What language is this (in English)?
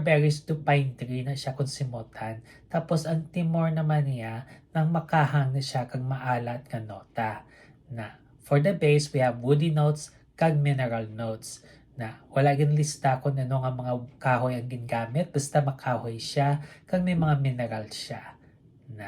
Hiligaynon